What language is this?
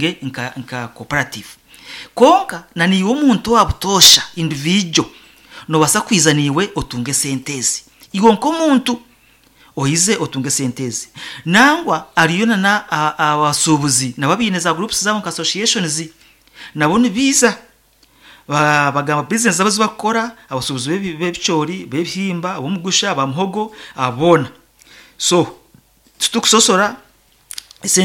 Nyankole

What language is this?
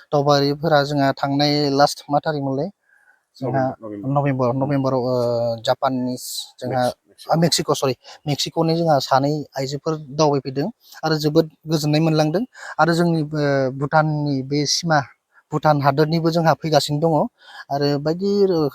Bodo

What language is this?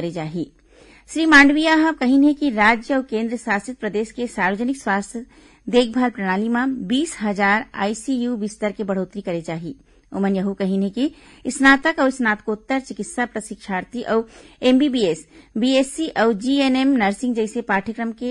Chhattisgarhi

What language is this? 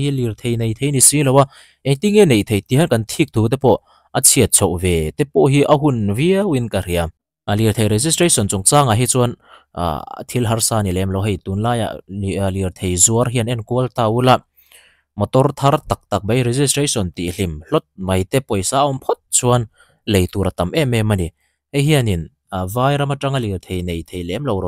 Mizo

